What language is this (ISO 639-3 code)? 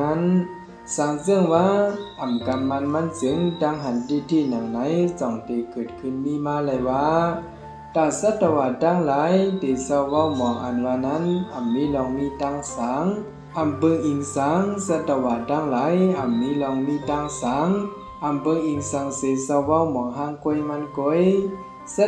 shn